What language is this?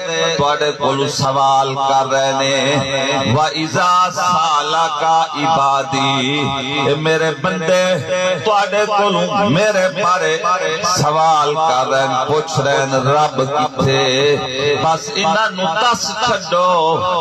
Saraiki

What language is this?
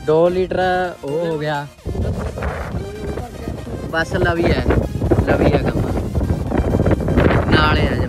Punjabi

